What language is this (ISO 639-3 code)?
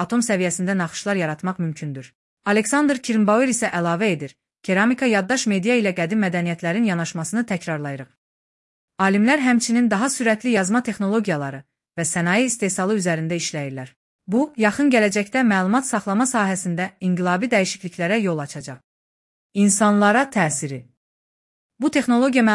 aze